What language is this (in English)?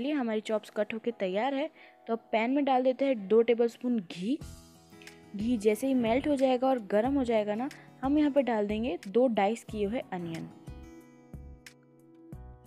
Hindi